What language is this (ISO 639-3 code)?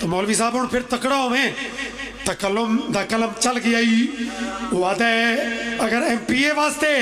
phr